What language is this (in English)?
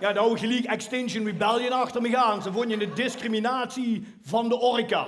Limburgish